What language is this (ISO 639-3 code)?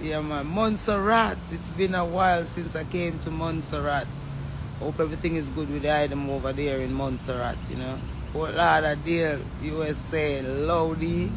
jam